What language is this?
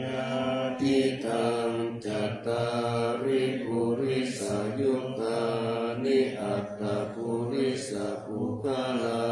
Pali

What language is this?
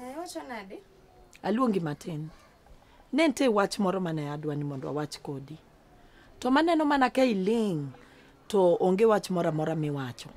Luo (Kenya and Tanzania)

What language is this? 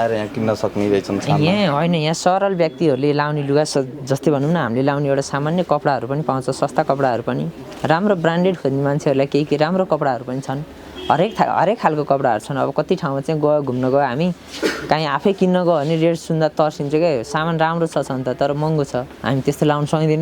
Nepali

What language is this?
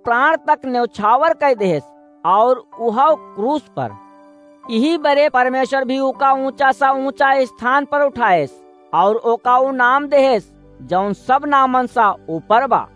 Awadhi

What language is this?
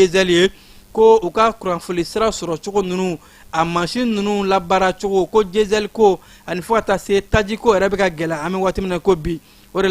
Bambara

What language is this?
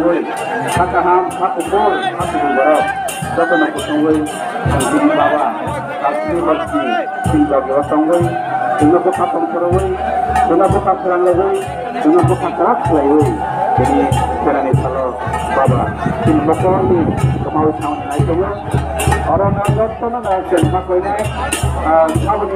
Kok Borok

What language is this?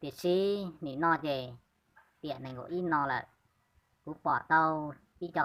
Hmong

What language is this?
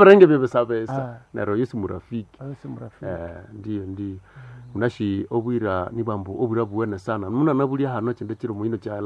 Nande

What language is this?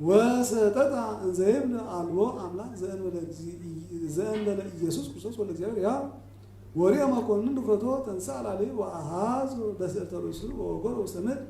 Geez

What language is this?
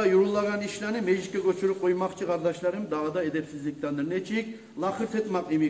Kumyk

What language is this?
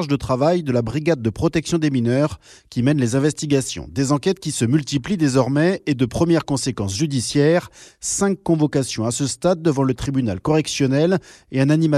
French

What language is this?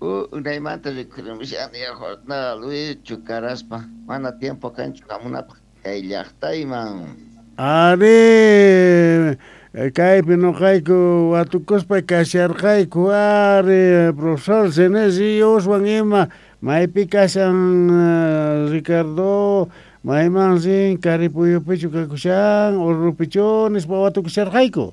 South Bolivian Quechua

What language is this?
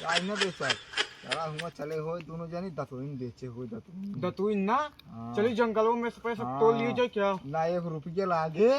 Awadhi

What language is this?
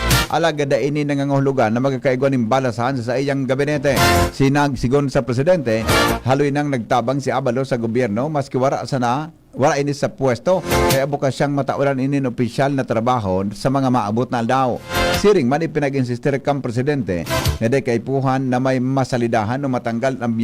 Bikol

